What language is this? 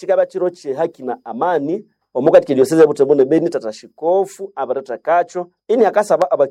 Nande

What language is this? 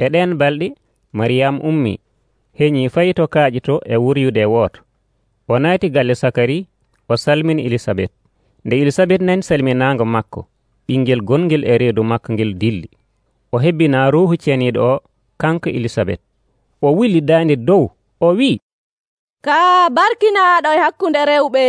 Nigerian Fulfulde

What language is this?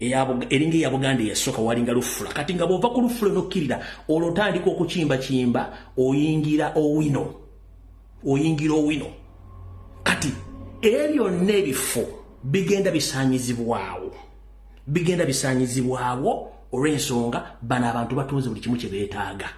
Ganda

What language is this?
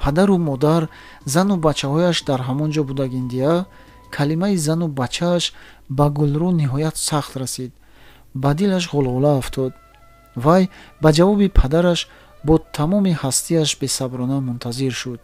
Tajik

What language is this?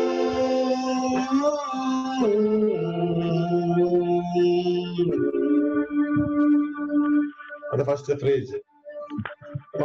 Telugu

